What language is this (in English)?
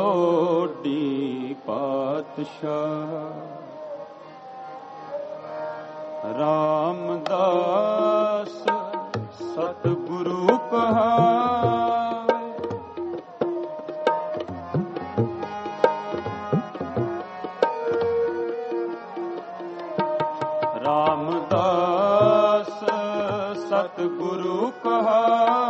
Punjabi